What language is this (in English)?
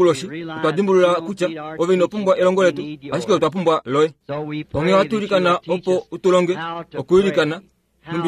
Kuanyama